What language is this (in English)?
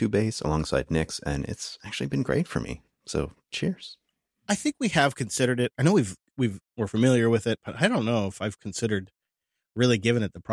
English